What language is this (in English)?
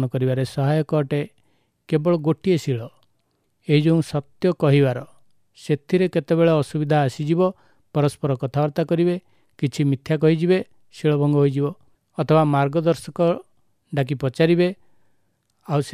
Odia